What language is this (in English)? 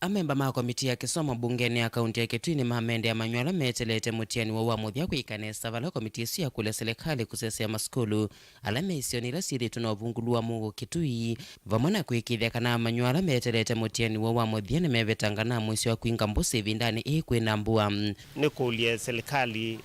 Kamba